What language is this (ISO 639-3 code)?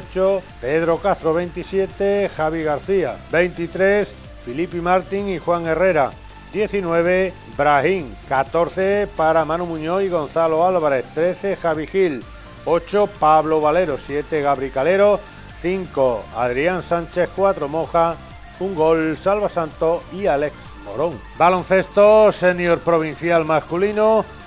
spa